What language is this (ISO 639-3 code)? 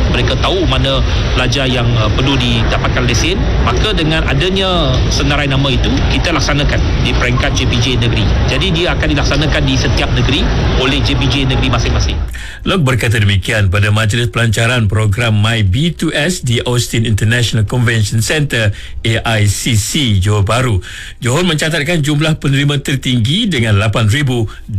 msa